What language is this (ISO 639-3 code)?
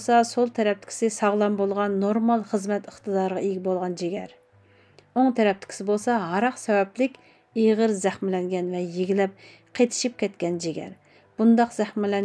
uig